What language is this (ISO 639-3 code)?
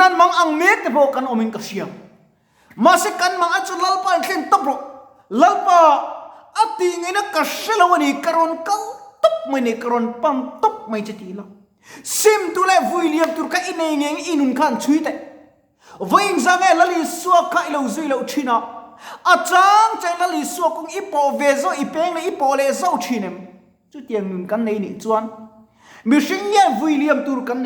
lus